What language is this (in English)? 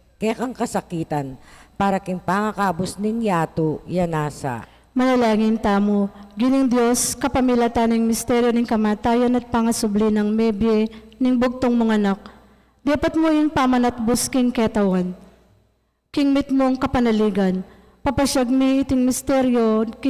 Pampanga